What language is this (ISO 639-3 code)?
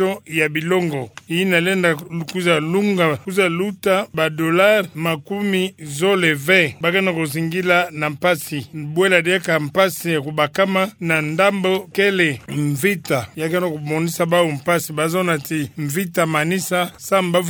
ktu